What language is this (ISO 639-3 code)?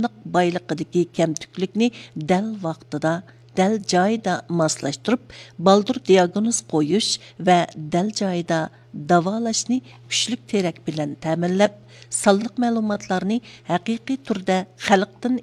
uig